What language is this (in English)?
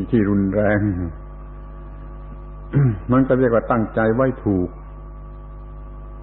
Thai